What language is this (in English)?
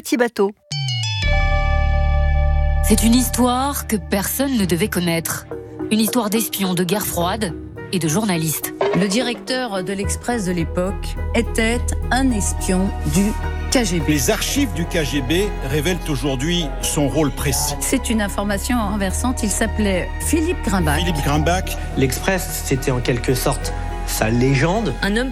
French